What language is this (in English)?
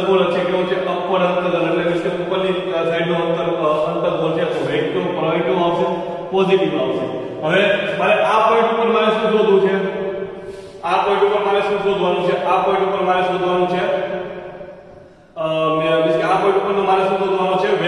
Gujarati